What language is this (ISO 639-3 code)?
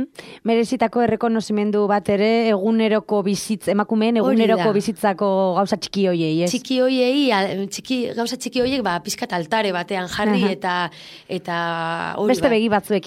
eus